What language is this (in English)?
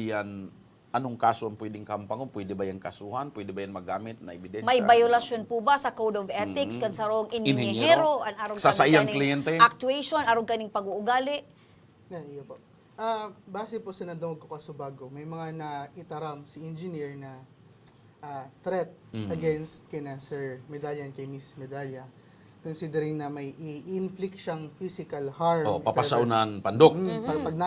Bikol